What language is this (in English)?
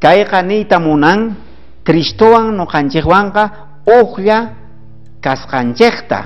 South Bolivian Quechua